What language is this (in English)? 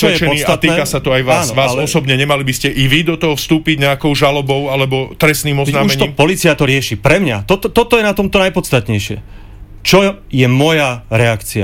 Slovak